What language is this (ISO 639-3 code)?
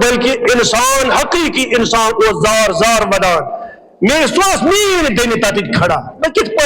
kas